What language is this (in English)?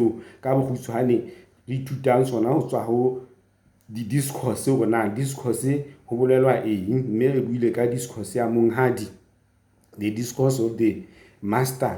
Southern Sotho